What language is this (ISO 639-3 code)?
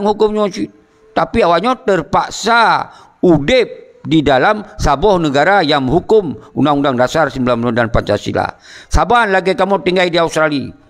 ace